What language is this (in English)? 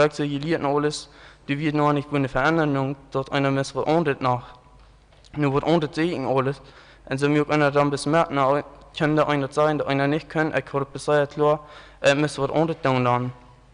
Plautdietsch